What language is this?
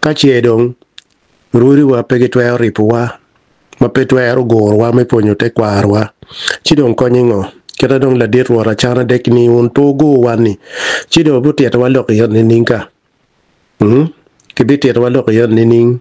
Acoli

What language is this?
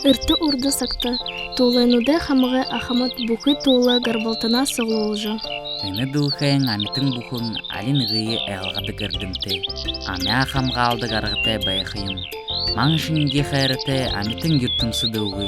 Buriat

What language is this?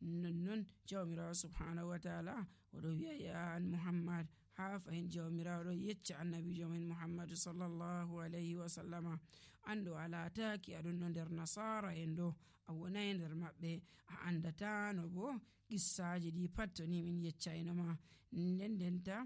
Nigerian Fulfulde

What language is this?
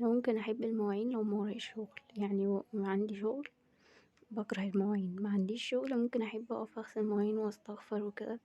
Egyptian Arabic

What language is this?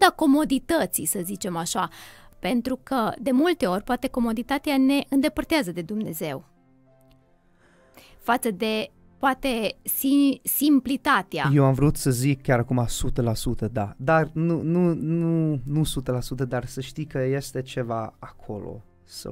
Romanian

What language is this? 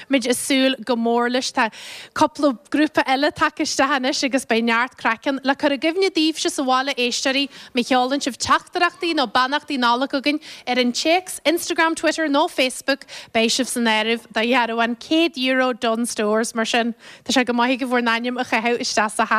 Irish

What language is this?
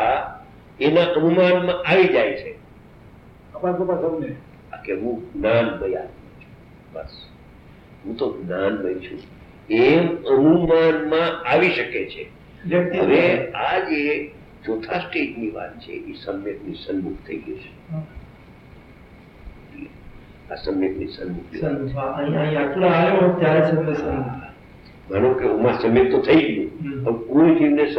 Gujarati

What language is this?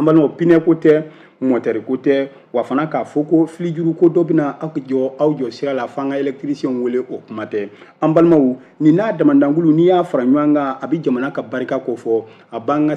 Bambara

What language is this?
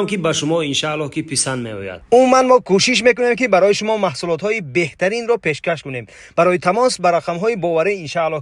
Tajik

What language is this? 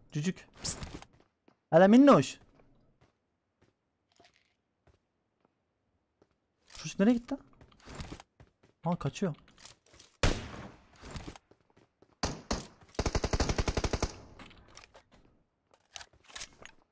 Turkish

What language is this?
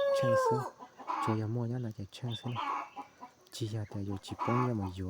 Hmong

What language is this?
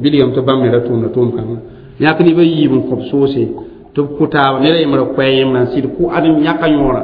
Mossi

